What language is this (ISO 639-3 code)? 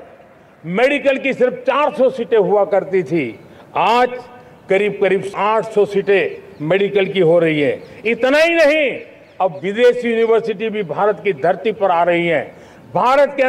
hin